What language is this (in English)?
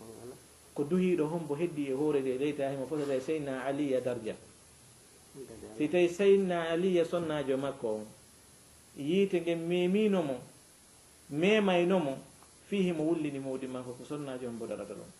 Fula